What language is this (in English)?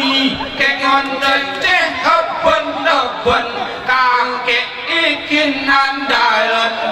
Gayo